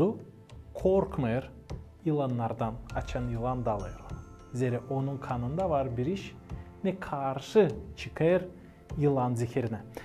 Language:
Gagauz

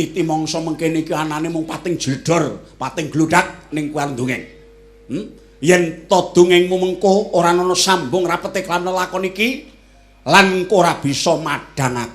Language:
Javanese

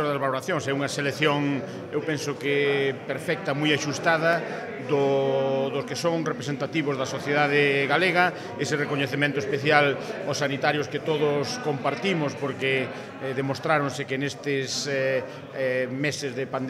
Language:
Galician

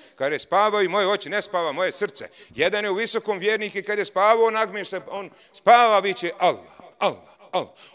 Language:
Bosnian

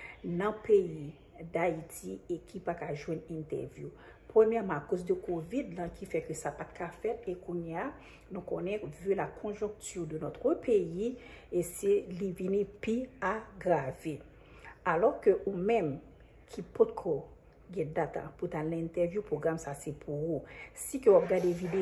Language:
Haitian Creole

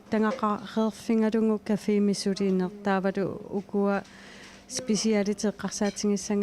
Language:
Kalaallisut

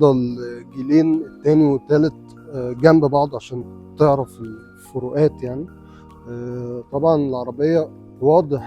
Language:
Egyptian Arabic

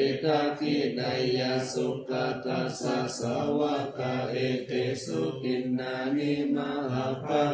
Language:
Pali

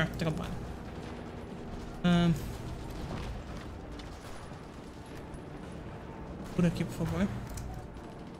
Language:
Portuguese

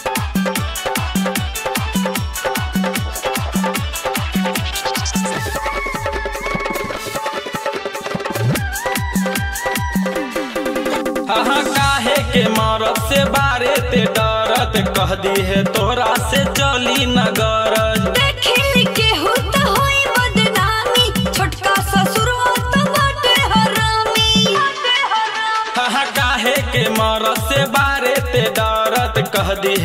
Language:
Bhojpuri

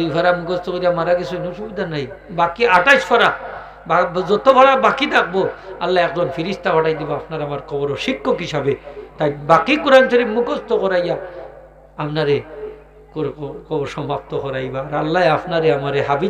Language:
Sylheti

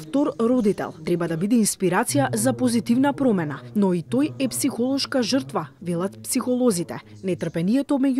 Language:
Macedonian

